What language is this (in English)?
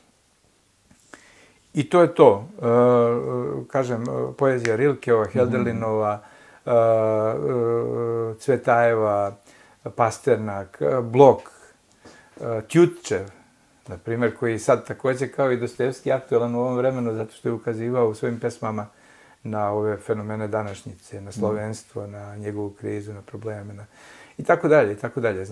Bosnian